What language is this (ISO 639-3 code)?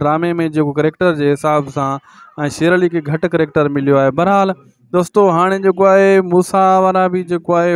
snd